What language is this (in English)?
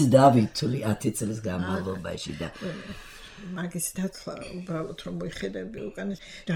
Georgian